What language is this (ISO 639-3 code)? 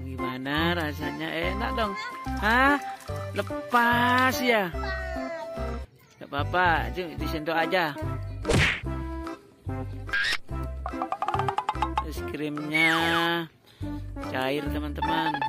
ind